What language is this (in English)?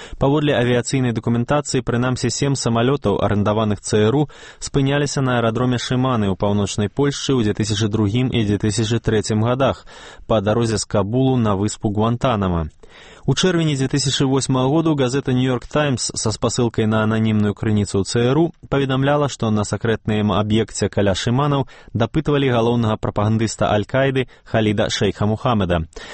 Belarusian